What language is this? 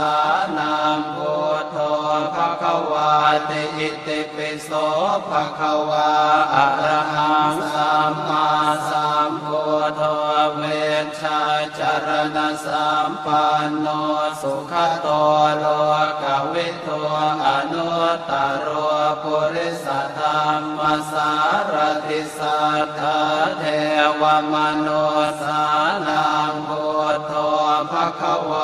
Pali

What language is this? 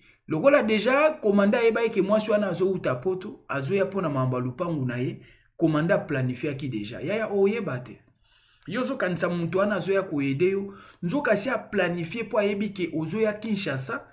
Lingala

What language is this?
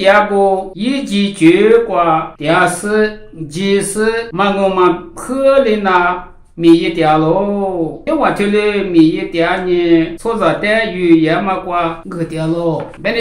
Lisu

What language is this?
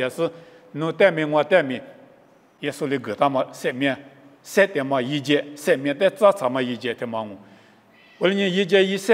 Lisu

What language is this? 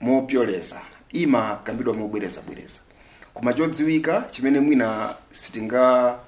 Nyanja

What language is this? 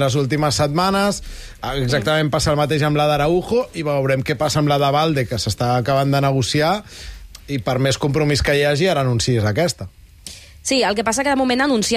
Catalan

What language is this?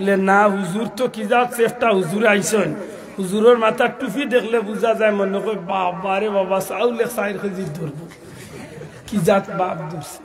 Sylheti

